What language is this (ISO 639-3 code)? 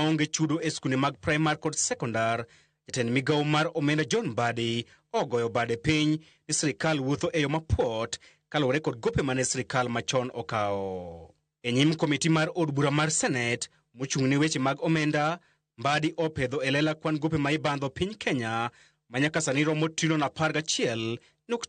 luo